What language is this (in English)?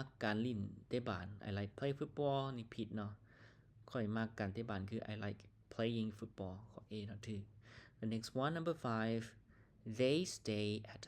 Lao